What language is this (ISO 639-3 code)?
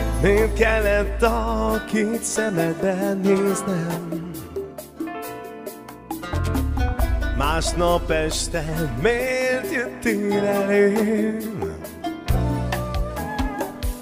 hun